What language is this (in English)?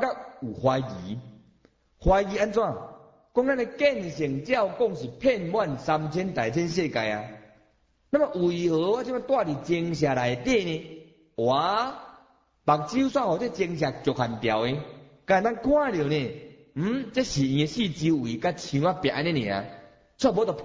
Min Nan Chinese